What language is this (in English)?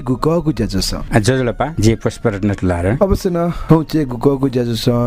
Newari